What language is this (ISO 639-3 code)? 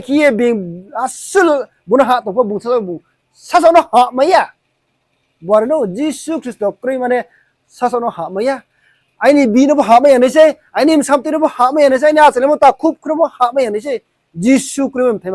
ria